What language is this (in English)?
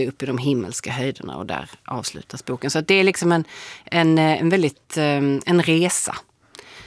Swedish